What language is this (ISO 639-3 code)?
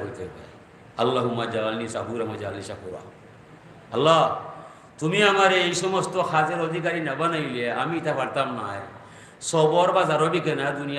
syl